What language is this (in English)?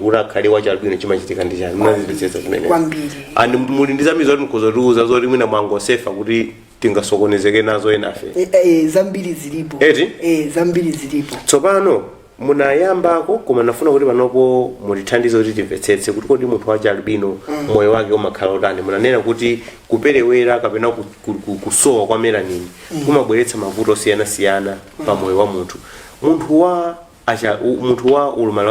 Nyanja